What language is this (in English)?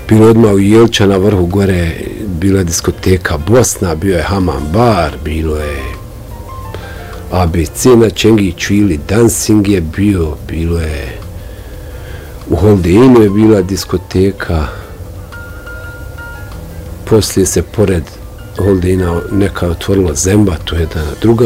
Bosnian